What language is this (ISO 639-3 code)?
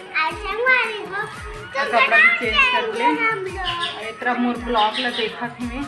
hne